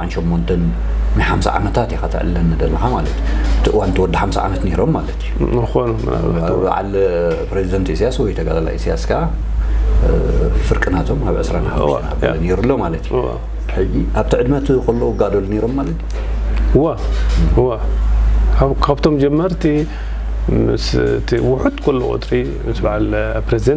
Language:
Tigrinya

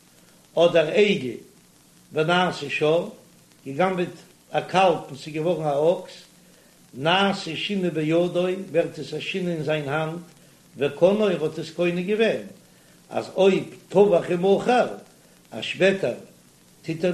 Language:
Yiddish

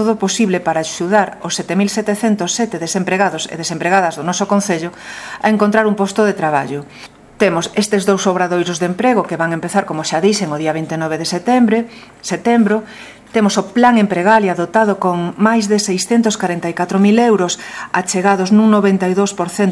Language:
Galician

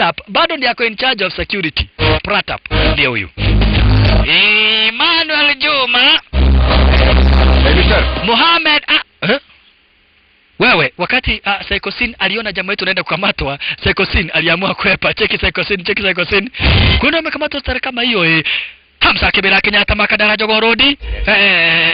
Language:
Swahili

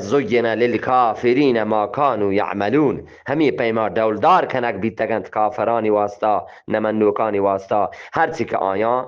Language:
Eastern Balochi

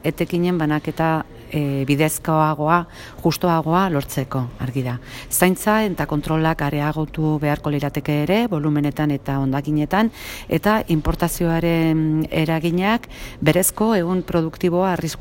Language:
Basque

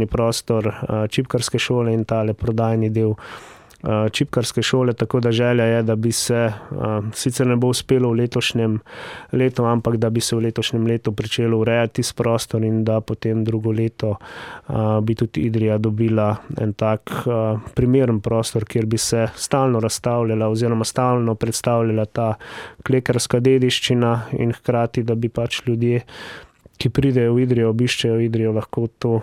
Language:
Slovenian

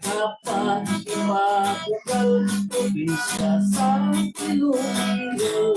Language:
Hiligaynon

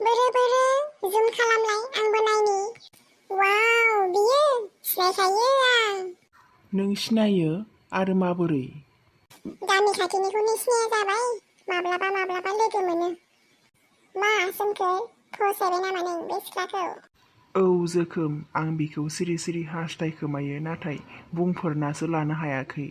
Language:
Bodo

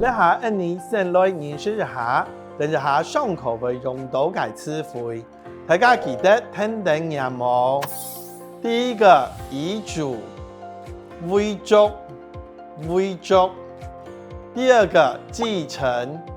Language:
Hakka Chinese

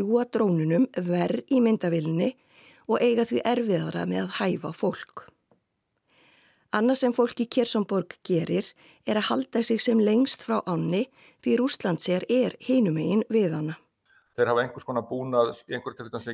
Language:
Icelandic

